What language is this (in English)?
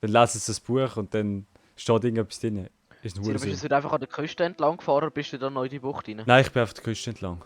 Swiss German